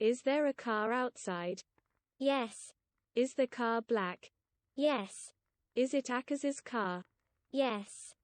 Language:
Welsh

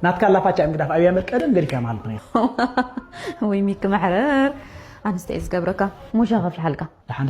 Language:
Tigrinya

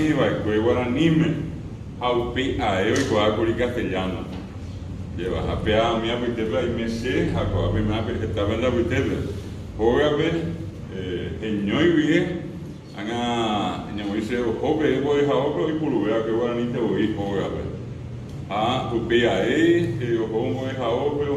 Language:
Guarani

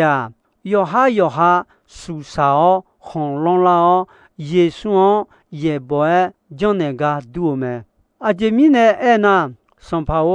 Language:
Akha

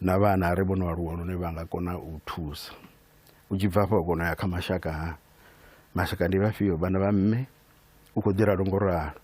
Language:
Venda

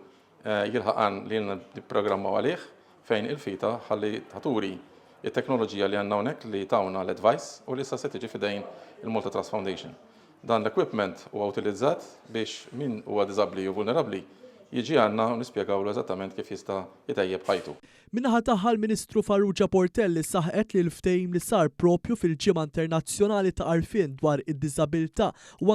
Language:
Maltese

